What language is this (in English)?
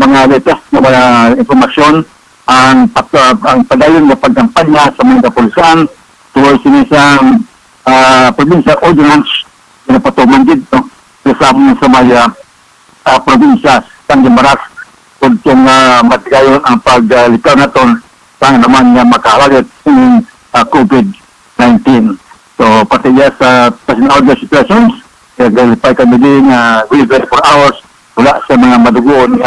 Hiligaynon